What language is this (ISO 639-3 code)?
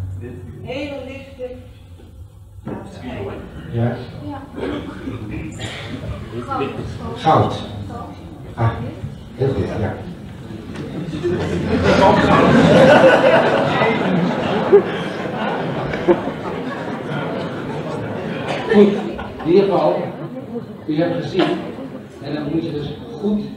nld